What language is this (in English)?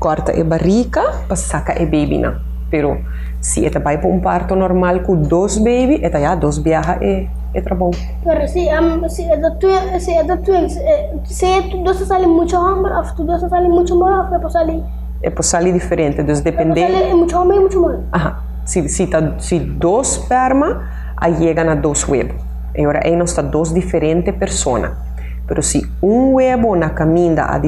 Papiamento